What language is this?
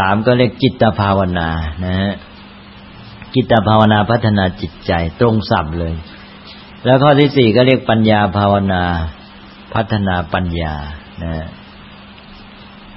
Thai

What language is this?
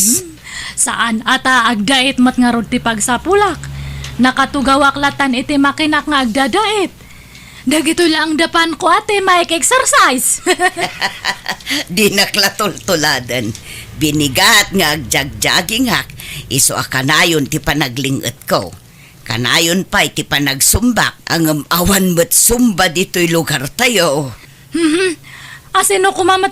Iloko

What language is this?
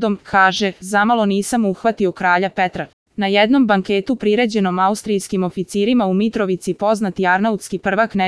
Serbian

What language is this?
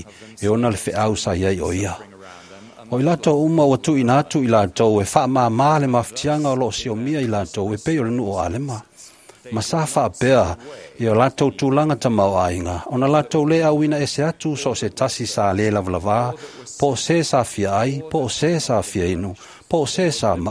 Samoan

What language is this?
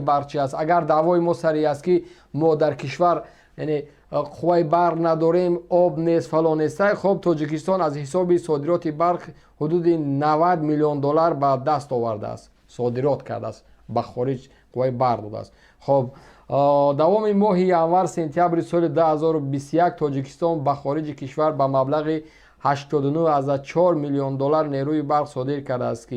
Tajik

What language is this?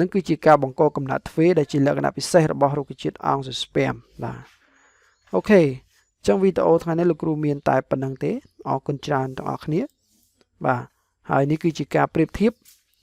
Khmer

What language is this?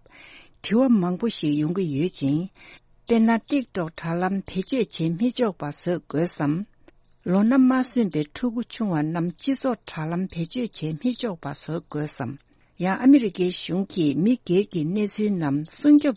Tibetan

